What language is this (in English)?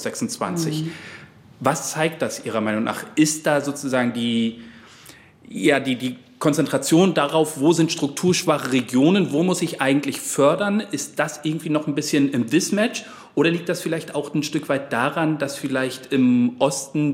German